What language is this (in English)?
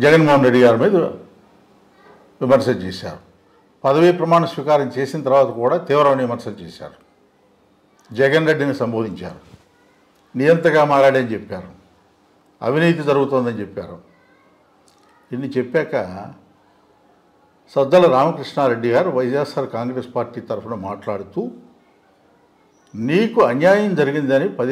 Telugu